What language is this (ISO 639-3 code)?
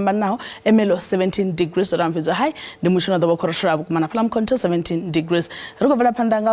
ven